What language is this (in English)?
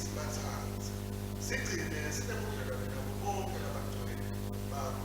Swati